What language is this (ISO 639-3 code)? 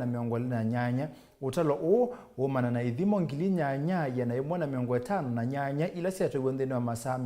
kam